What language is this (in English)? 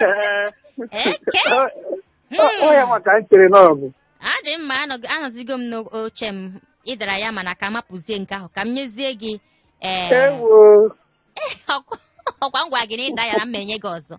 Igbo